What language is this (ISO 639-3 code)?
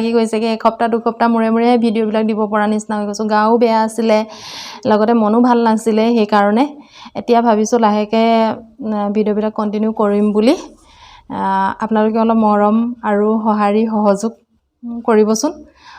asm